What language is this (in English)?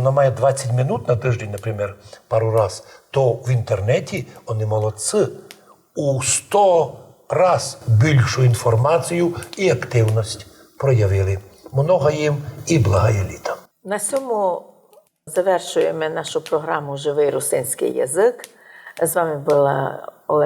Rusyn